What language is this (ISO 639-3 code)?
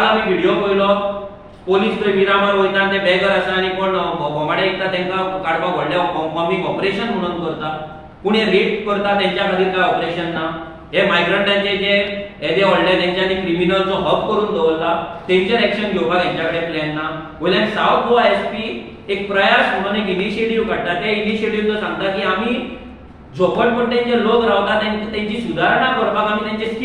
kok